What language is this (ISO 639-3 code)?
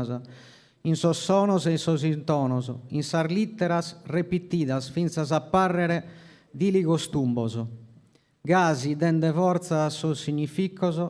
srd